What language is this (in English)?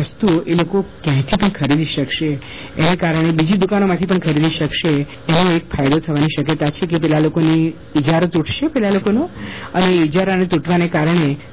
Gujarati